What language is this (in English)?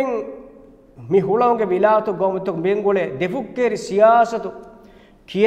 Divehi